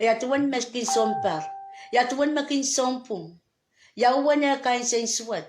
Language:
Pohnpeian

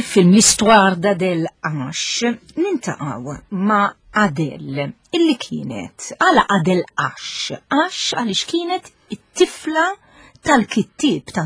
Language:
Maltese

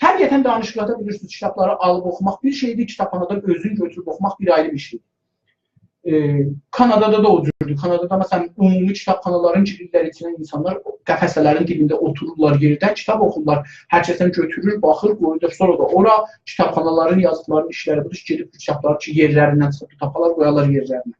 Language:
South Azerbaijani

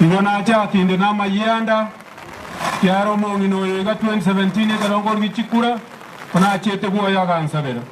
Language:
Gusii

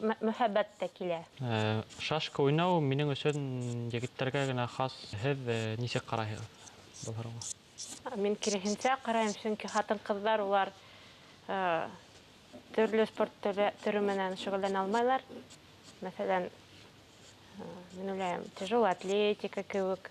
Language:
Bashkir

